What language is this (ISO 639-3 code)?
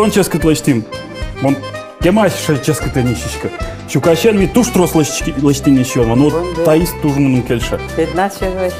udm